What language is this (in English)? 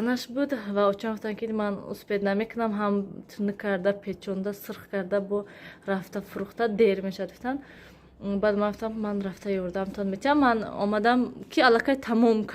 Tajik